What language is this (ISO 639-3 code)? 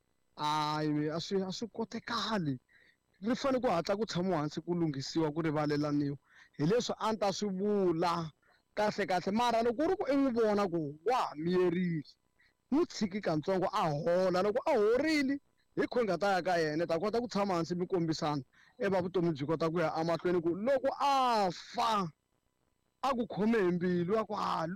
tso